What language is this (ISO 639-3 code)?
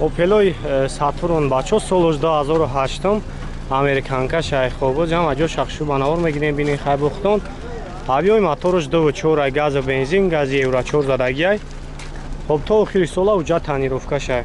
tgk